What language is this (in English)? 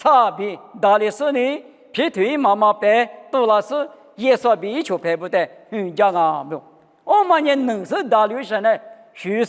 Lisu